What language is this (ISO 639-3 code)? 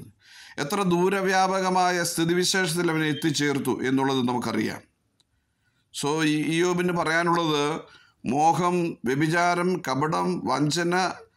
mal